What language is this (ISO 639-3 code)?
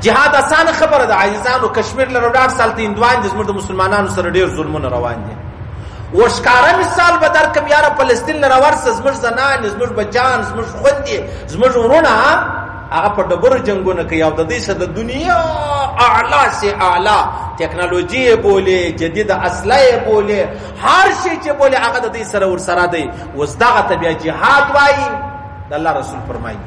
pus